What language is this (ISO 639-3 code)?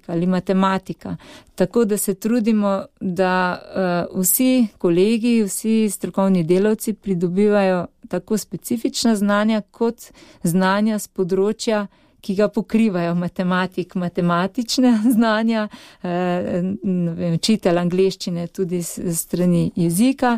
slv